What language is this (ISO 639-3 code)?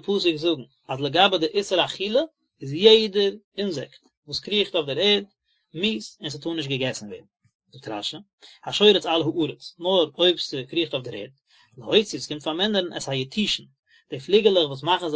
yid